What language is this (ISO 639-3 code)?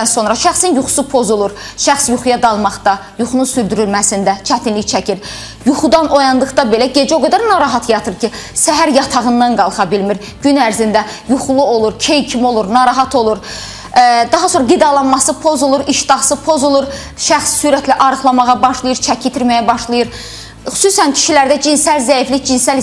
aze